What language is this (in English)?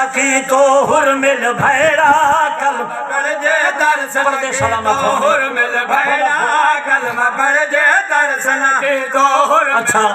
Saraiki